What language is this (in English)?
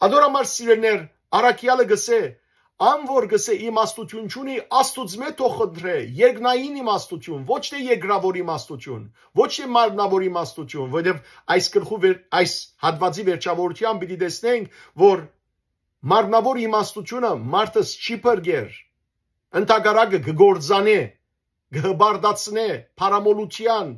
Western Armenian